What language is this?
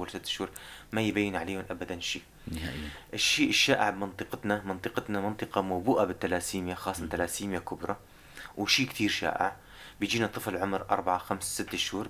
North Levantine Arabic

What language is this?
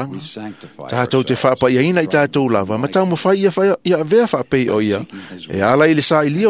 Samoan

